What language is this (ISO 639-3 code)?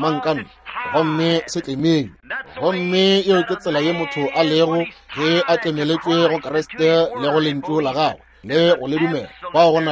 nso